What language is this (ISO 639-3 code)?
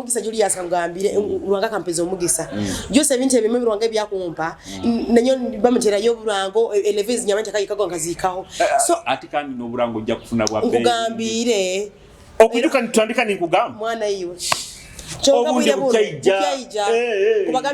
nyo